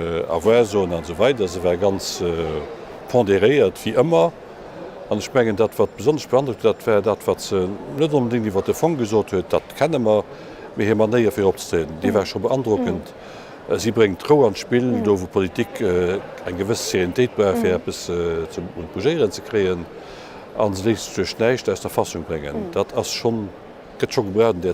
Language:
Luxembourgish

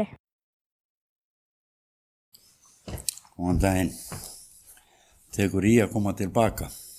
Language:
Icelandic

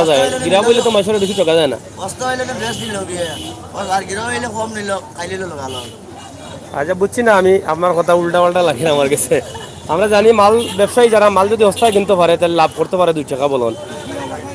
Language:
Sylheti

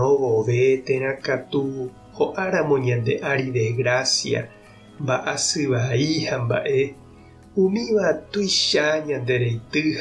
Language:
Guarani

